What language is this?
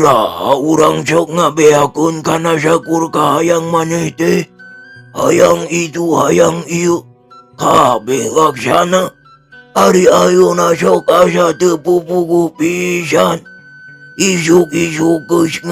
Sundanese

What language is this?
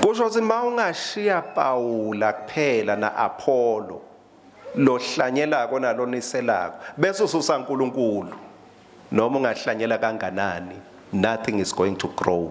Swati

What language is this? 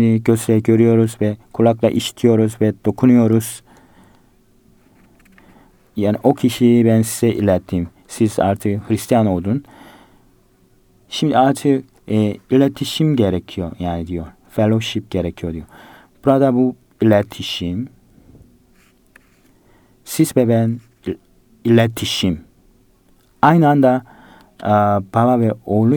Turkish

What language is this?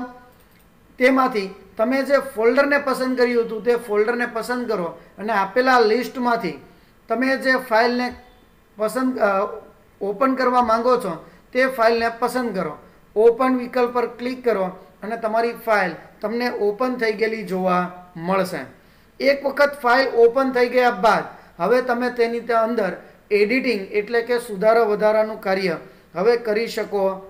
Gujarati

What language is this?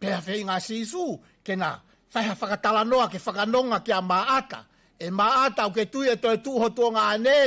Tongan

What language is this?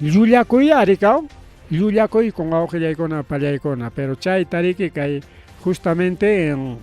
Ayacucho Quechua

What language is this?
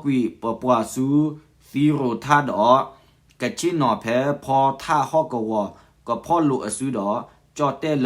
S'gaw Karen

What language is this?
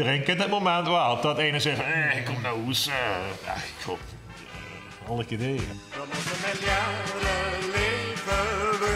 Limburgish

